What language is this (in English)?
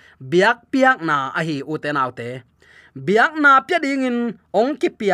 Tedim Chin